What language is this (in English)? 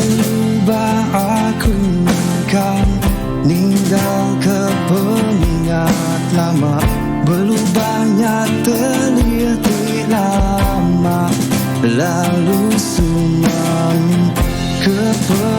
Iban